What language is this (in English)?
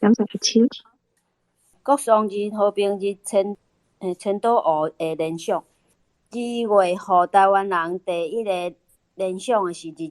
Min Nan Chinese